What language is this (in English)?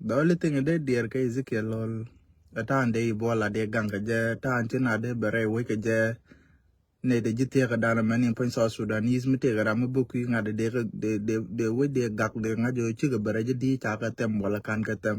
Nuer